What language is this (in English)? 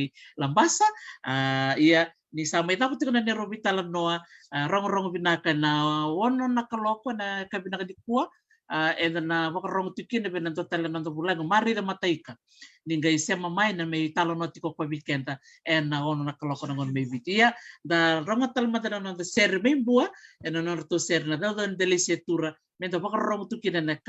Fijian